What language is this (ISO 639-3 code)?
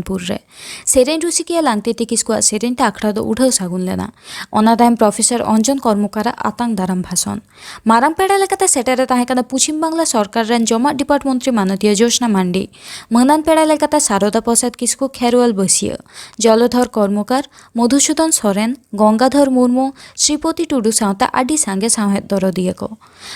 sat